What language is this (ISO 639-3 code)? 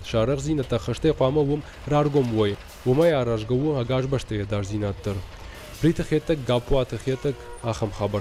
oss